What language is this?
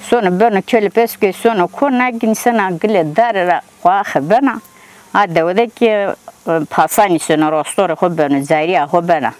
Zaza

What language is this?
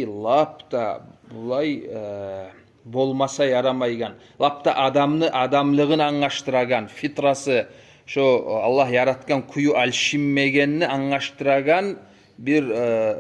Kumyk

